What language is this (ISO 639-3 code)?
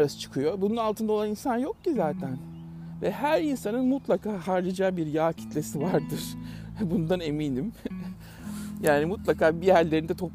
tur